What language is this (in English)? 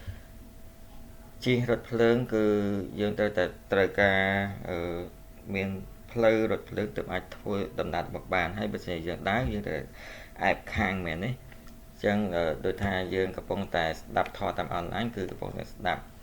Khmer